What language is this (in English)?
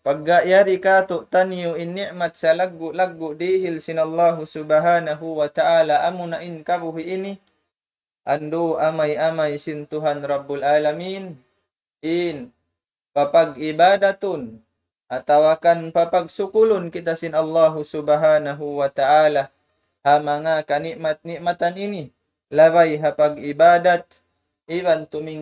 Tausug